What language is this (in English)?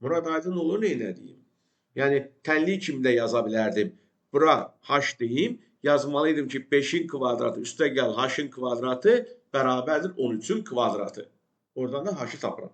Azerbaijani